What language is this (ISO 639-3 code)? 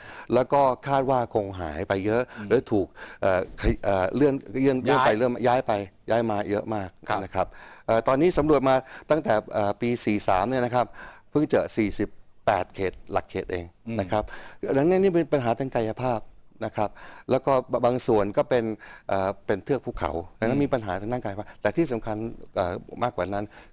tha